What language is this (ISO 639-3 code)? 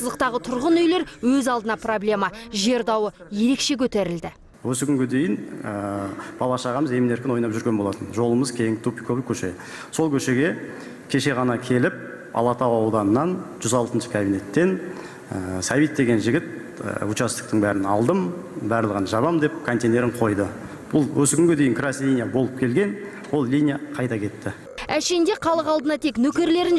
kaz